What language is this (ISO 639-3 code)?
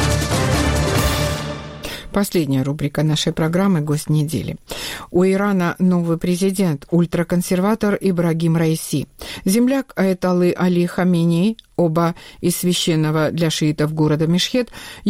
rus